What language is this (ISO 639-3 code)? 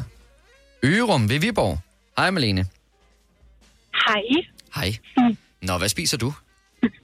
dan